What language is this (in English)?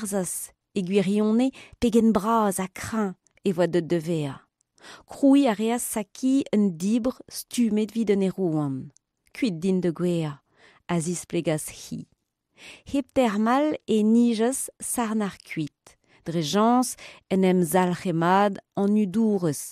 Breton